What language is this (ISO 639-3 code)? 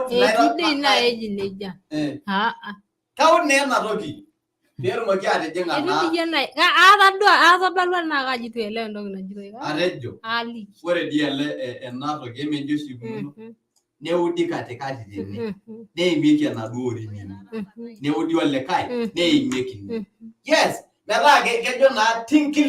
mas